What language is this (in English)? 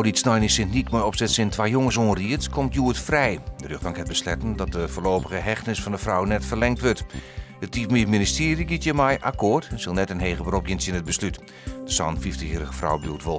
Western Frisian